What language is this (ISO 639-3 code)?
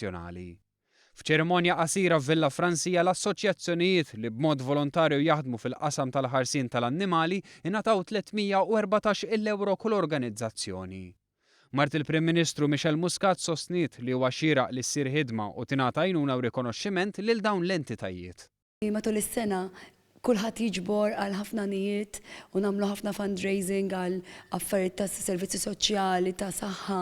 mlt